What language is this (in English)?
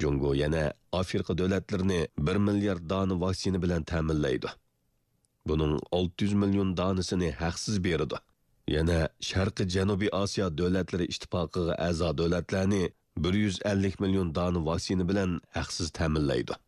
Uyghur